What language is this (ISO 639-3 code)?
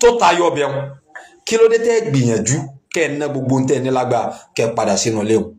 yor